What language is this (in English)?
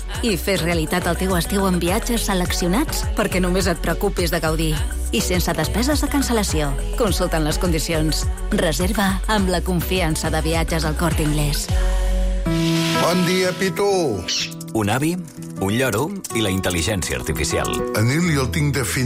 Catalan